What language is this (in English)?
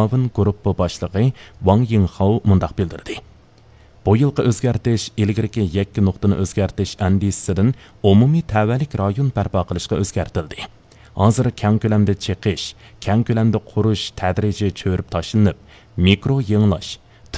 Uyghur